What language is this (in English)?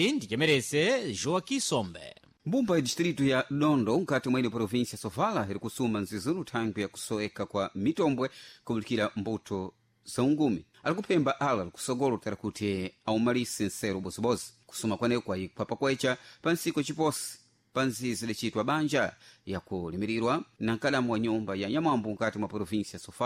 Sena